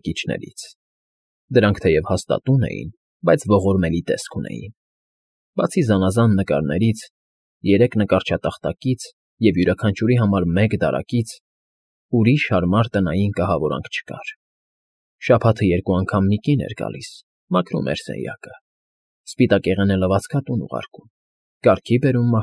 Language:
Armenian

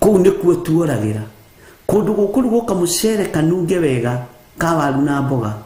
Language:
Kikuyu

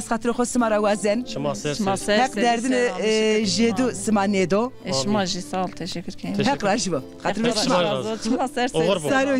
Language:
Zaza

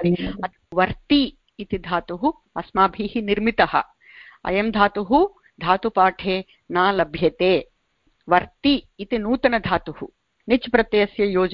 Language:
Sanskrit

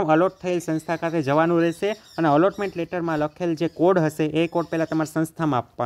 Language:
Gujarati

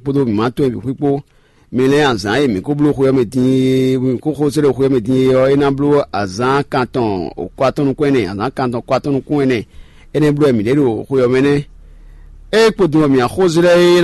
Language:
Fon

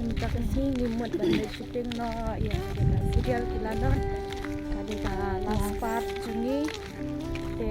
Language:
Khasi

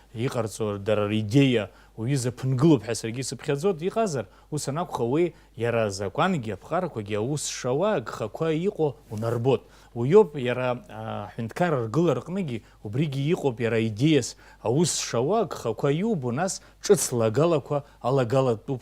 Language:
Abkhazian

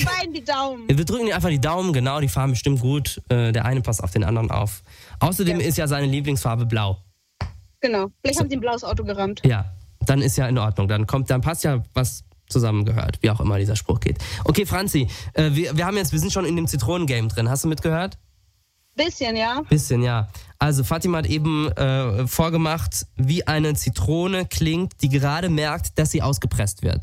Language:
German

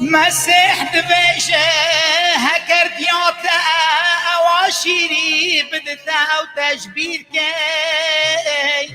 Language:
Kurdish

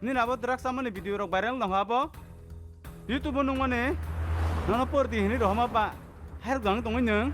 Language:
Kok Borok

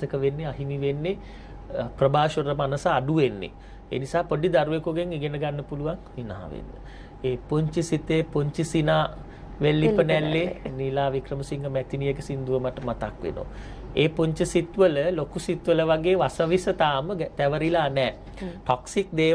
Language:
Sinhala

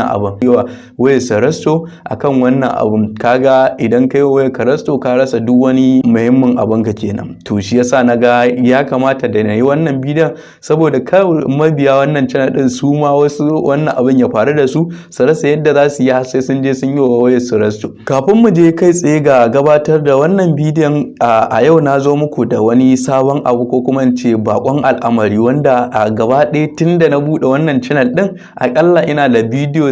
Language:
Hausa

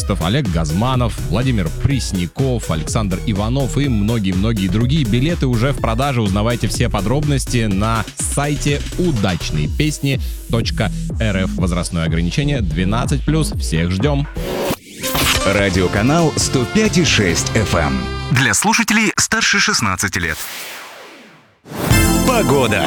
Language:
Russian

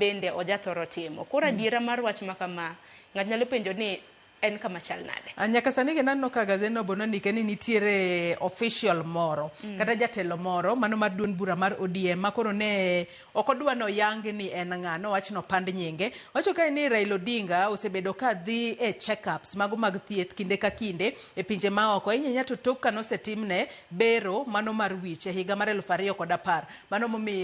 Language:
Luo (Kenya and Tanzania)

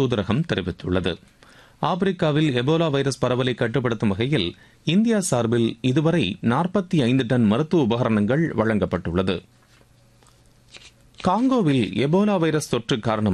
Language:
Tamil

